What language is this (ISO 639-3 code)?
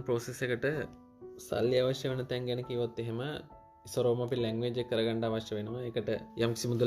sin